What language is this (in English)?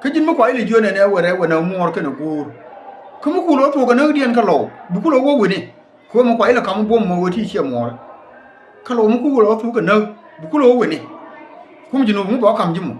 Nuer